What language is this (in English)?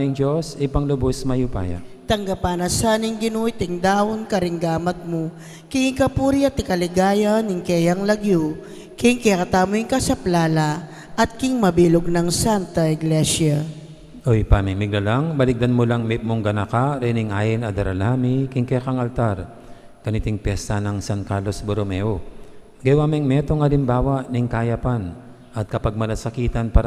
Pampanga